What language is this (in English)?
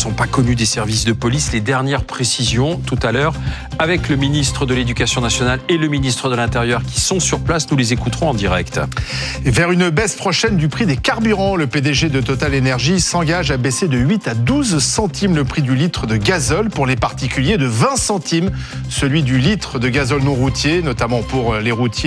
French